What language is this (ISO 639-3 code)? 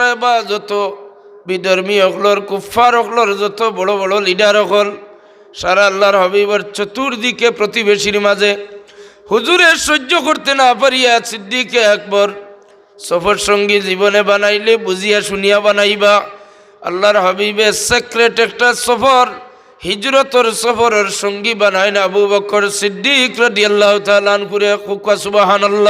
syl